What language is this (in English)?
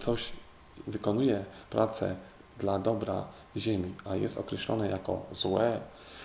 Polish